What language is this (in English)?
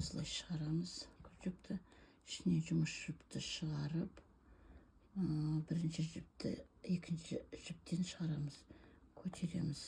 Kazakh